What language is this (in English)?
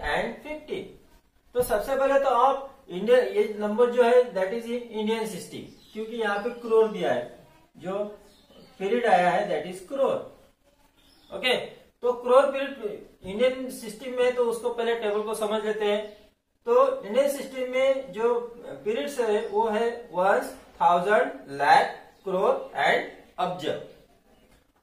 Hindi